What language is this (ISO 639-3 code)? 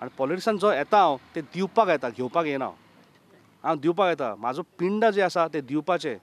kok